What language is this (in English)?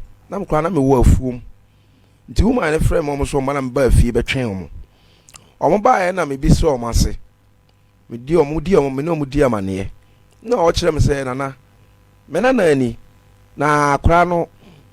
Akan